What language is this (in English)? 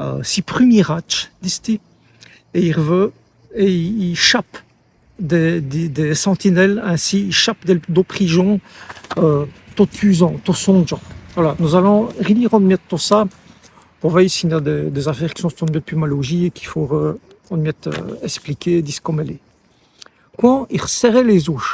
Walloon